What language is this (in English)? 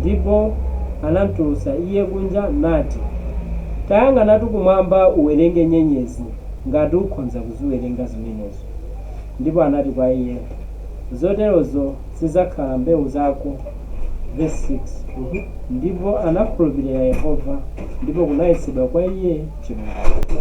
Nyanja